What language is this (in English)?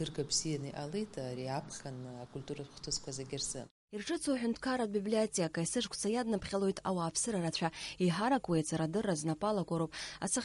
Abkhazian